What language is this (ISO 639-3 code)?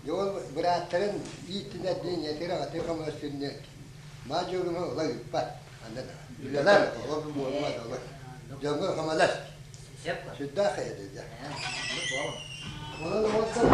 sah